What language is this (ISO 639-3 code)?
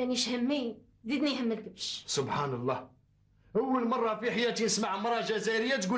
arq